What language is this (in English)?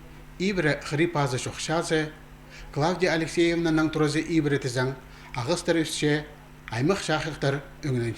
Khakas